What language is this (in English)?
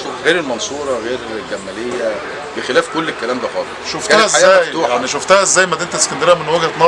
Egyptian Arabic